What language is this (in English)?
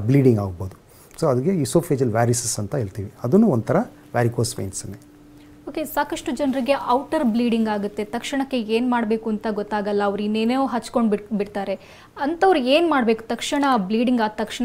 Kannada